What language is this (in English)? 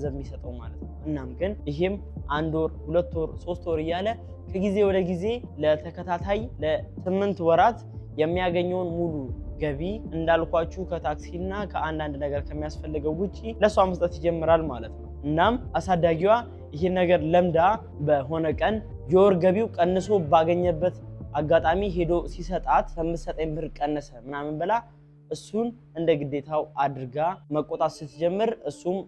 Amharic